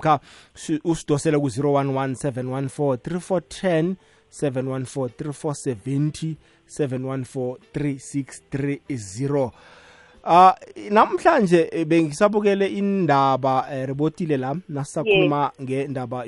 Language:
South Ndebele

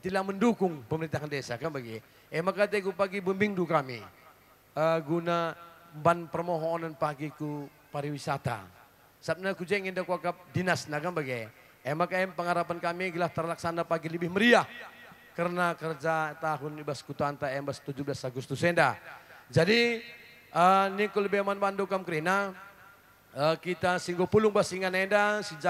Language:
Batak Karo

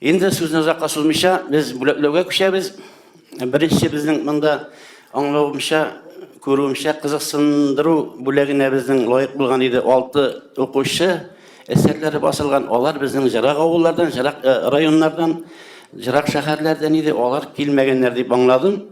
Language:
Tatar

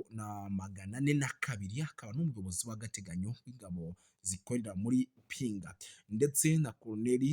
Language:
Kinyarwanda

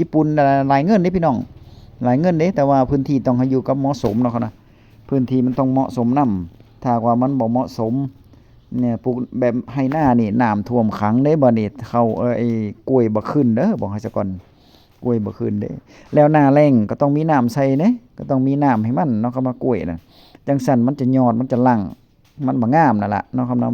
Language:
Northeastern Thai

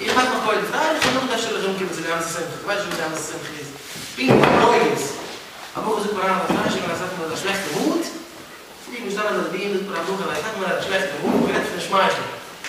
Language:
Yiddish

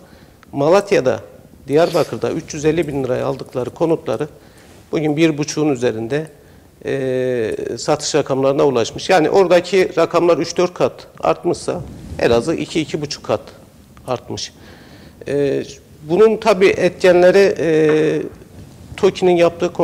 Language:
Turkish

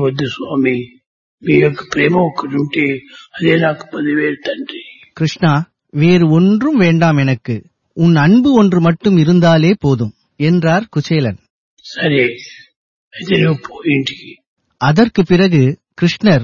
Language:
Tamil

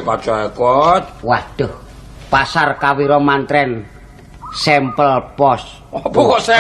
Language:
Javanese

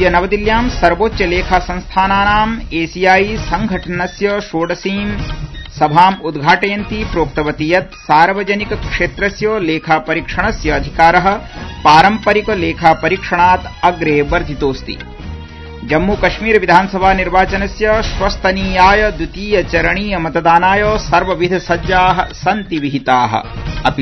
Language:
Sanskrit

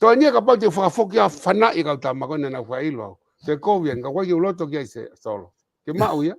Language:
Tongan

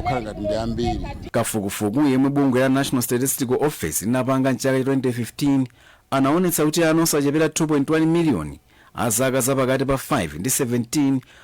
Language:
Nyanja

